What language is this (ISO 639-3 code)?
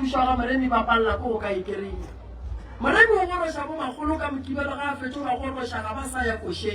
nso